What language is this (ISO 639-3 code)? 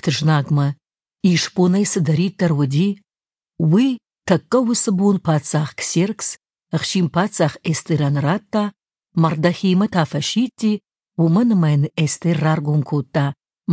oss